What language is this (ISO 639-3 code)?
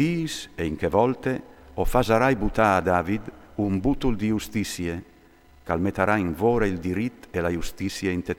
fur